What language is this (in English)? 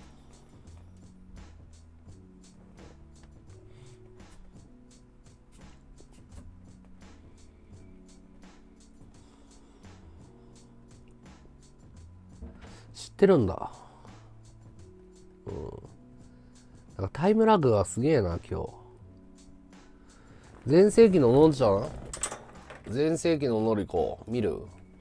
Japanese